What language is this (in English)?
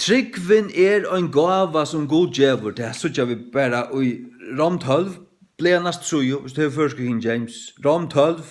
Faroese